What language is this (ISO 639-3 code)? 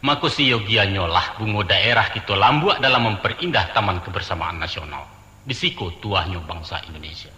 min